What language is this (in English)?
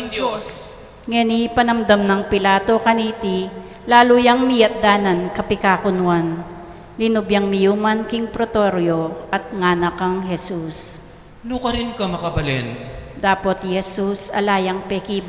Pampanga